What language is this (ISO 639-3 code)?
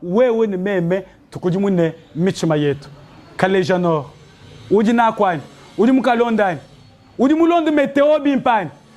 lua